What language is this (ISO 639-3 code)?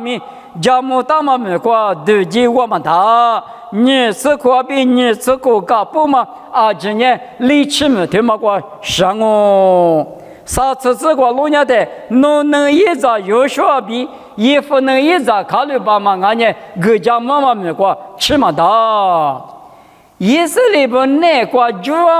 lis